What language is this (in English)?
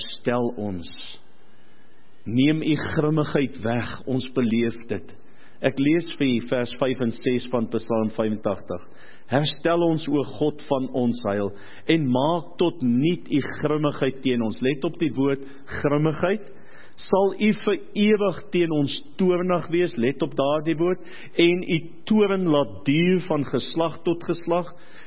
Afrikaans